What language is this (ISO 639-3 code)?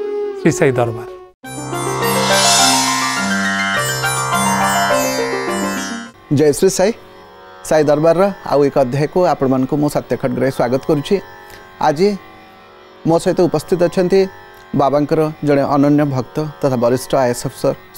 ori